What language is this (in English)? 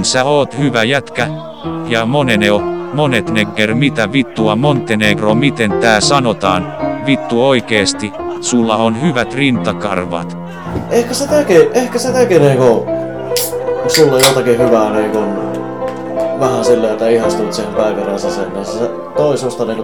Finnish